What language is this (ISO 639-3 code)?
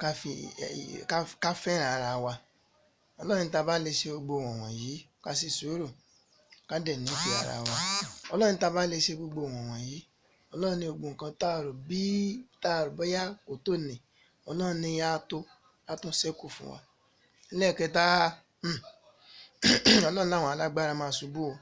yor